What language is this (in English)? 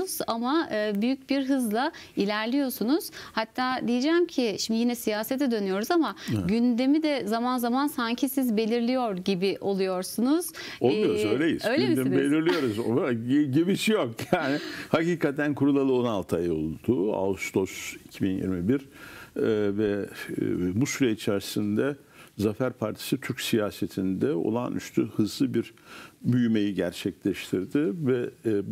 Turkish